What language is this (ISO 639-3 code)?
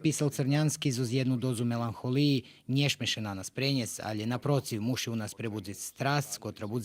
rue